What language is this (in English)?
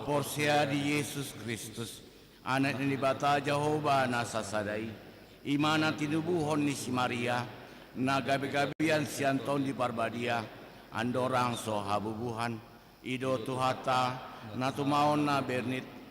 Batak Toba